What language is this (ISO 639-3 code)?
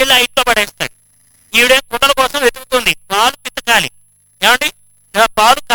tel